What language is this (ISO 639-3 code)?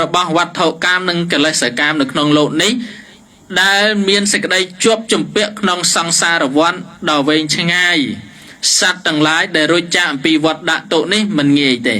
khm